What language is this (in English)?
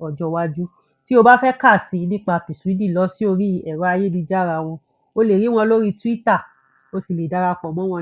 Yoruba